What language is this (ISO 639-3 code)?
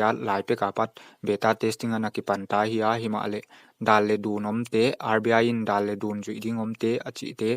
pck